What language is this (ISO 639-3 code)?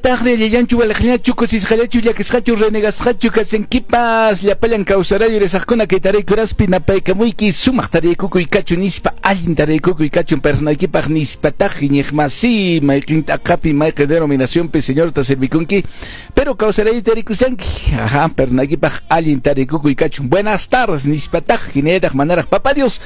que